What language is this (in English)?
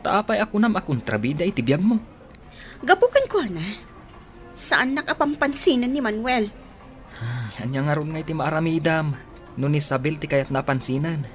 Iloko